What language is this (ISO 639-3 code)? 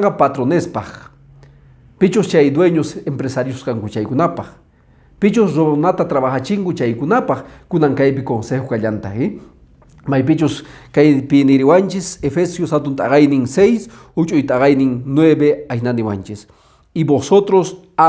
que